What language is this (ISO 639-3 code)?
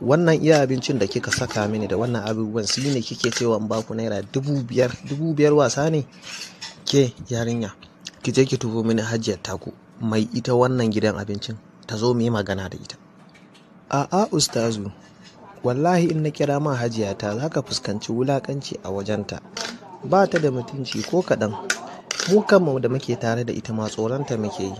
hau